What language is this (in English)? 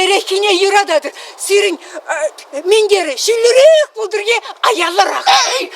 Chuvash